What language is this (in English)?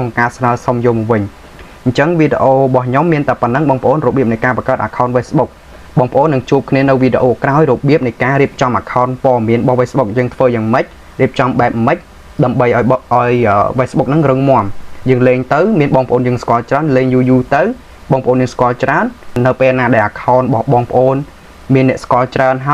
Khmer